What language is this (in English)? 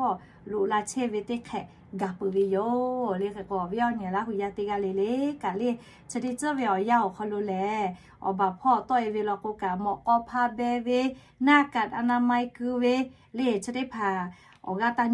Lahu